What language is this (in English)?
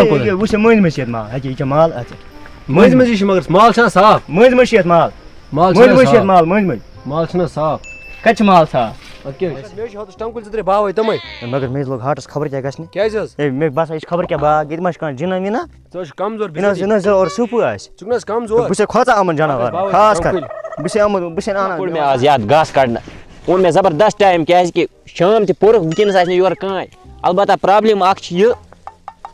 Kashmiri